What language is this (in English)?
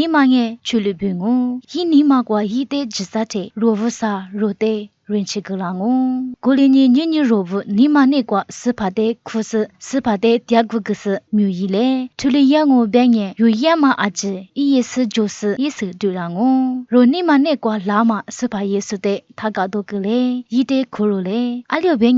Lisu